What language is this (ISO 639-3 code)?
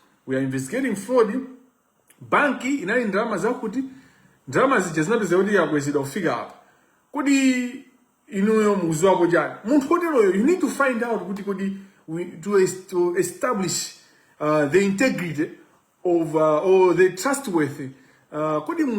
nya